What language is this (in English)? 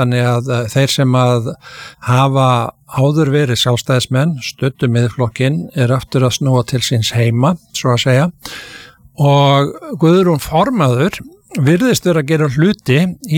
Icelandic